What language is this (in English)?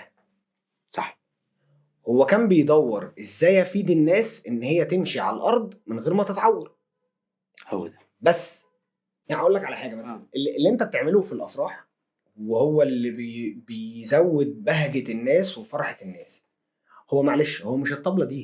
Egyptian Arabic